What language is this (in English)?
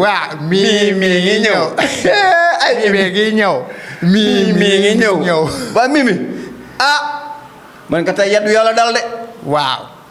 Wolof